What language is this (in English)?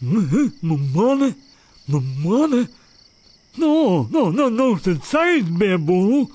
Western Frisian